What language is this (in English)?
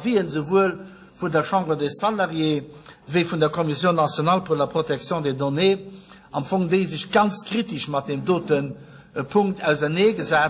Luxembourgish